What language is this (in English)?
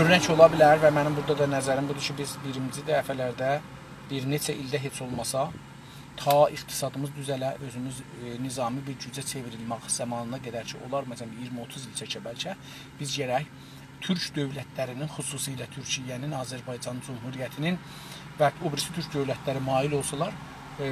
South Azerbaijani